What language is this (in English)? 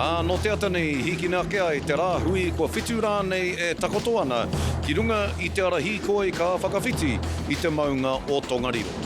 Māori